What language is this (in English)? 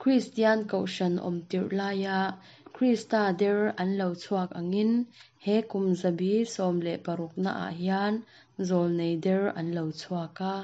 Mizo